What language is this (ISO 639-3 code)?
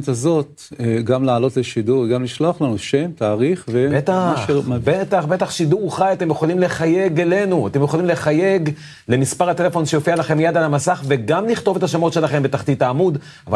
heb